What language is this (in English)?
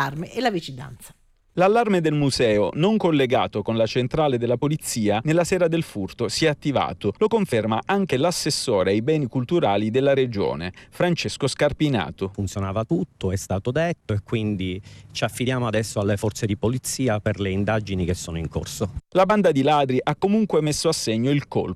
Italian